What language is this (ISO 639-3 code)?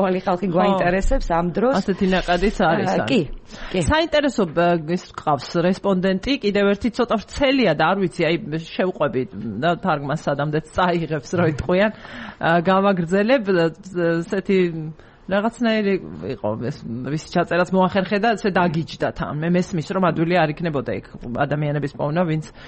kat